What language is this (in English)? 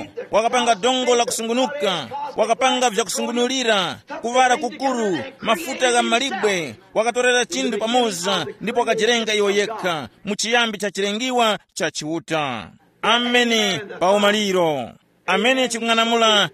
Tumbuka